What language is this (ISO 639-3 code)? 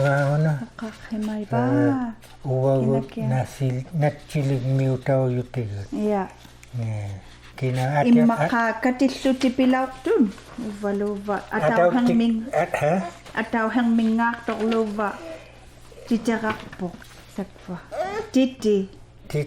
iku